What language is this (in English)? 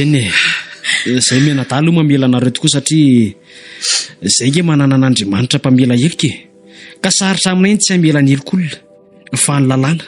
Malagasy